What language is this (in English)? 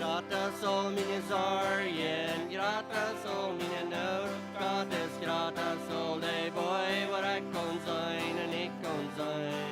Plautdietsch